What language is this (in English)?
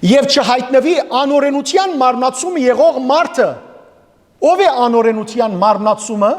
Western Armenian